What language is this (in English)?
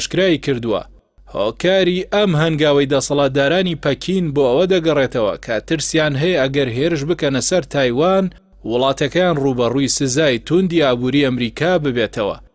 Central Kurdish